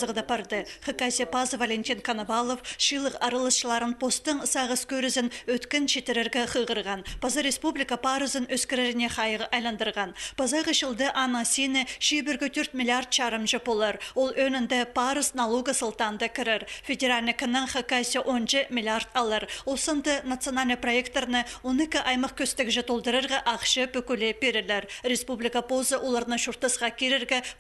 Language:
Khakas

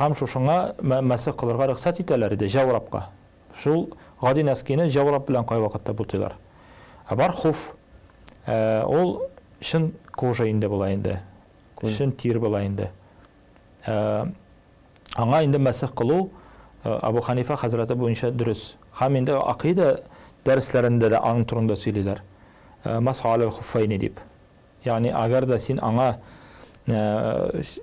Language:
Tatar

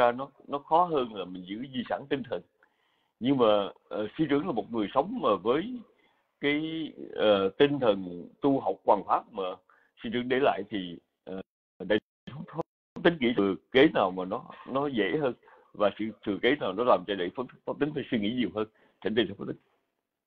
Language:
Vietnamese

